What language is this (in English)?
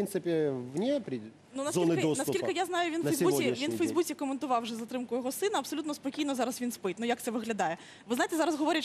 Ukrainian